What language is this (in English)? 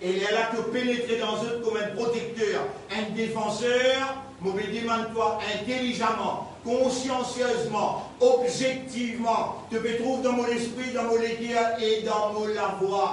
Morisyen